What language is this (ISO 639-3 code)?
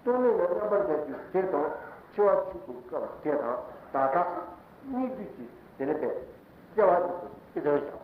bod